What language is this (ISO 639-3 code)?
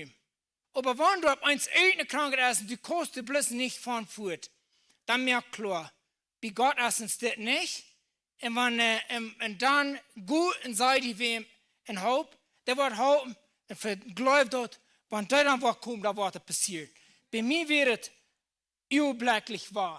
pdt